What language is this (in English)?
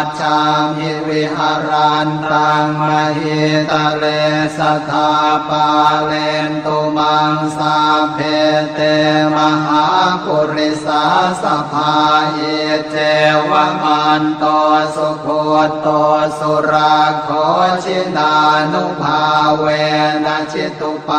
Pali